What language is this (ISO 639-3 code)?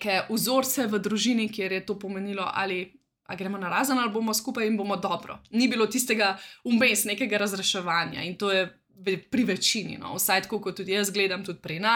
slv